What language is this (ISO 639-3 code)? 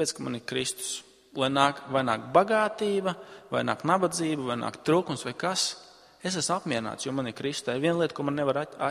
lav